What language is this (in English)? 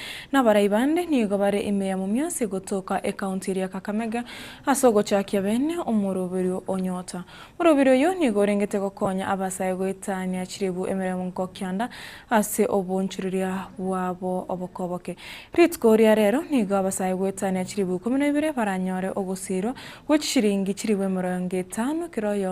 Gusii